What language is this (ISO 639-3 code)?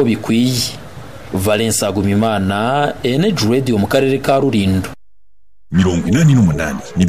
kin